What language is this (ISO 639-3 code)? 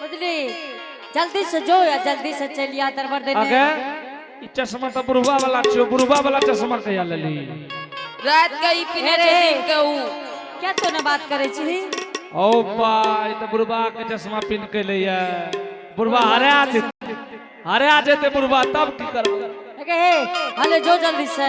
anp